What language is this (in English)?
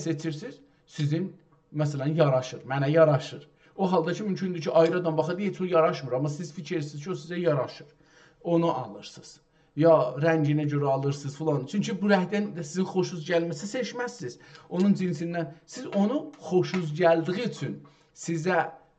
South Azerbaijani